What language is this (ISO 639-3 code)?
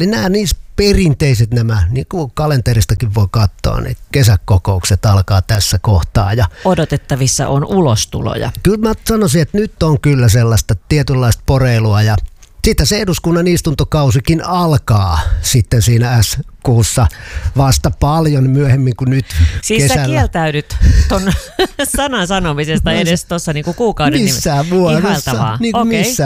fin